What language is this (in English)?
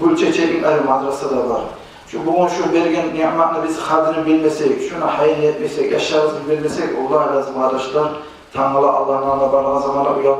Kumyk